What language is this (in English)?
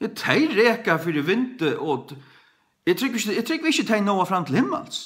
Faroese